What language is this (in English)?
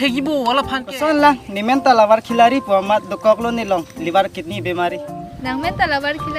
Karbi